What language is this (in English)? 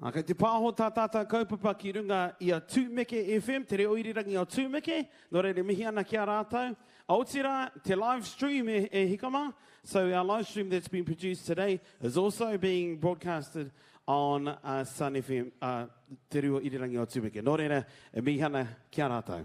Māori